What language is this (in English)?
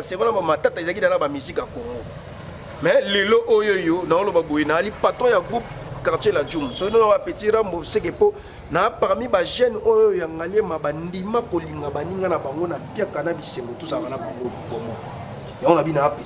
Lingala